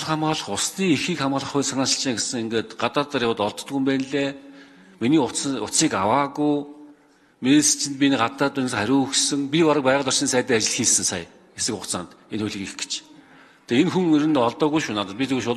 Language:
Mongolian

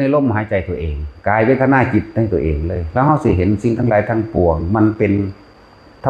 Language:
Northeastern Thai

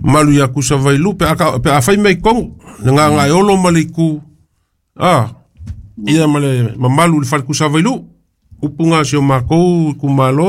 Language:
Samoan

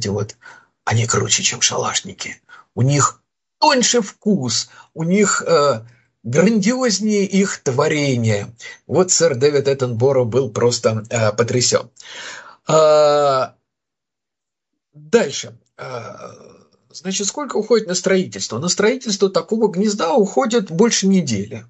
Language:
Russian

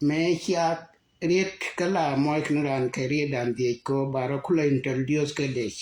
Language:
Nuer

